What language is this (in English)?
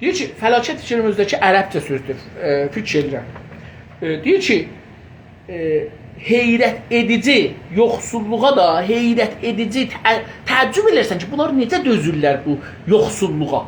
South Azerbaijani